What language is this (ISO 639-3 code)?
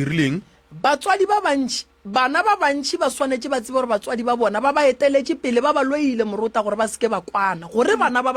nso